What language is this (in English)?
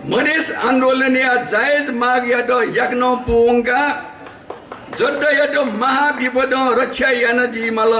Newari